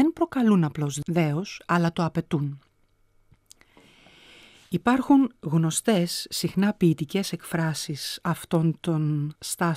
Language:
Greek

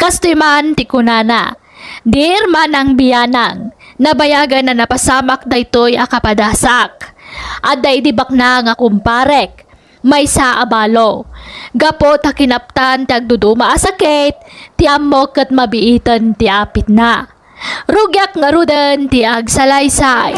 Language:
Iloko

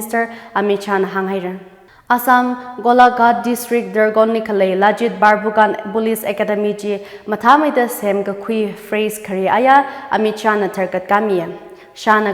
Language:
Tangkhul Naga (India)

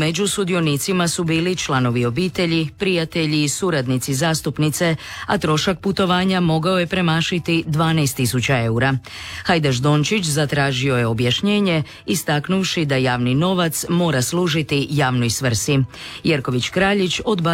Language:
Croatian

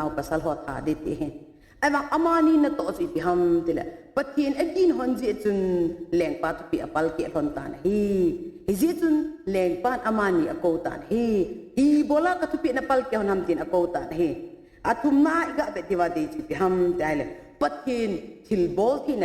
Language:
Thado Chin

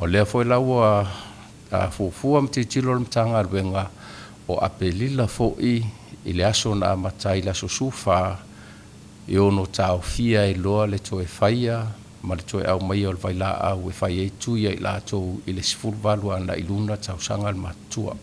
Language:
Samoan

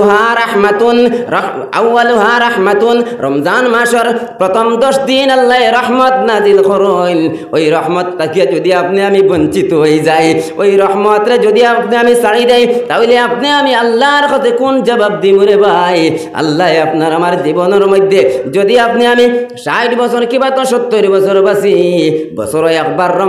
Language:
Sylheti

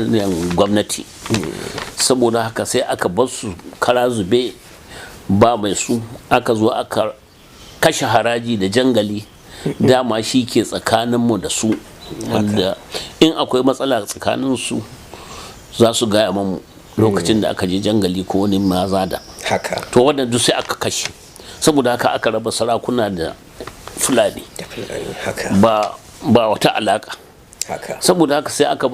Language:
Hausa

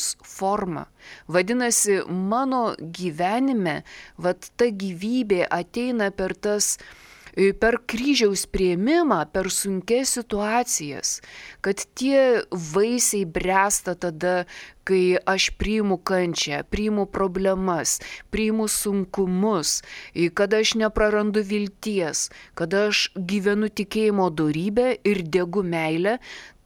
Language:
Lithuanian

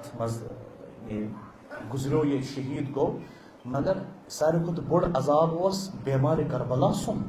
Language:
Kashmiri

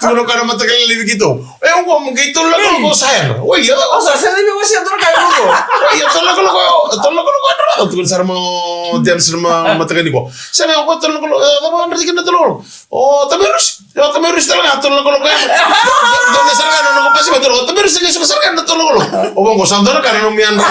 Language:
Fijian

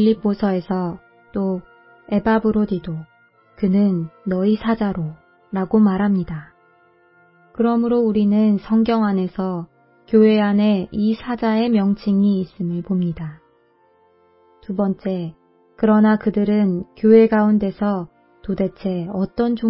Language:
Korean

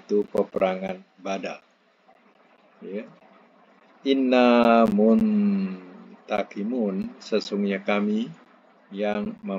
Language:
Malay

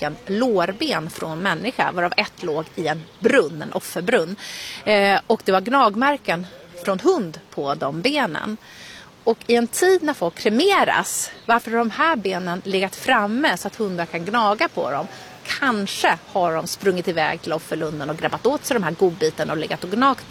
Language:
Swedish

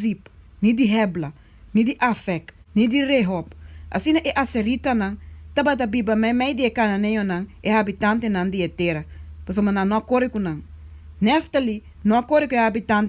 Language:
Papiamento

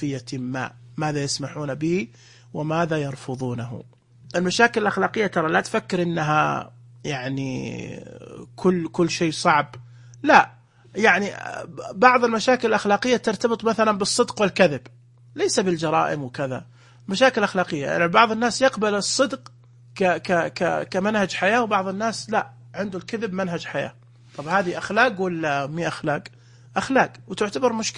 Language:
Najdi Arabic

